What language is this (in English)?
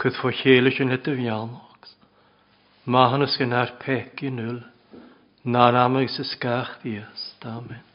Welsh